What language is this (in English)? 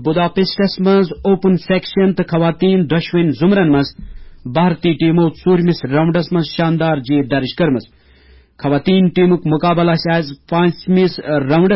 Kashmiri